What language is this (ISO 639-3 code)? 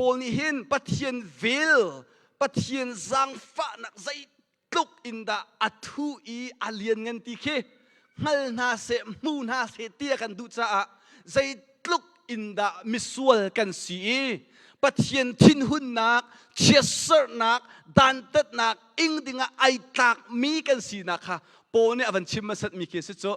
cnh